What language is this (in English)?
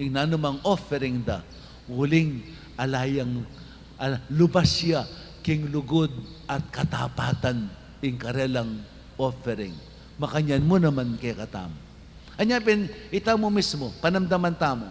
Pampanga